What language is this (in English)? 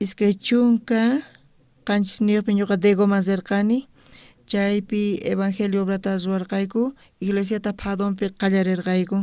South Bolivian Quechua